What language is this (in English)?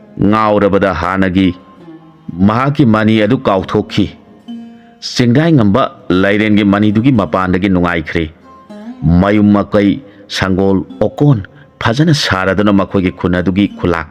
Manipuri